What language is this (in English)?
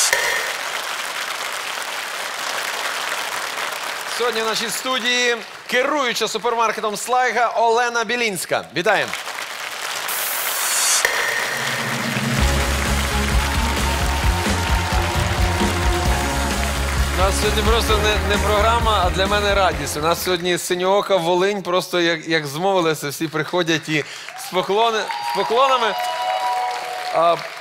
Ukrainian